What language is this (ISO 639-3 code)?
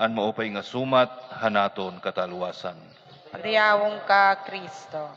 war